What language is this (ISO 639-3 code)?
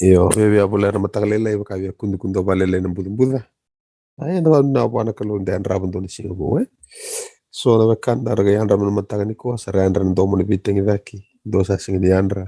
fij